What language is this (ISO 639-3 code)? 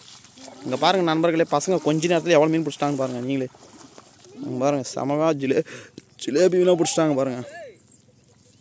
tam